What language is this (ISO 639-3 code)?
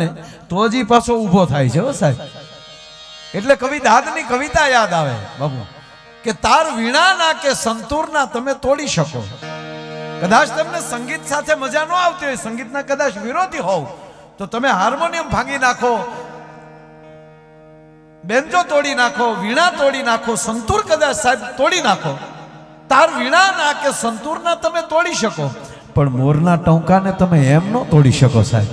guj